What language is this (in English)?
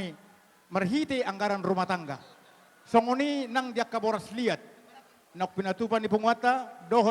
Batak Toba